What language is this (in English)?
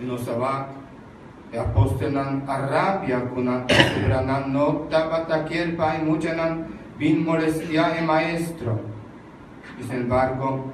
Papiamento